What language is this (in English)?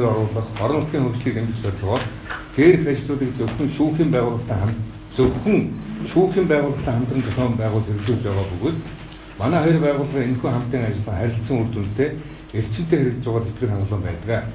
Mongolian